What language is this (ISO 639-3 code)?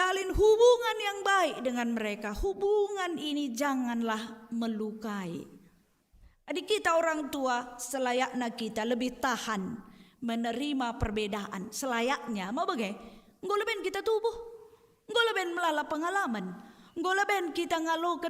btx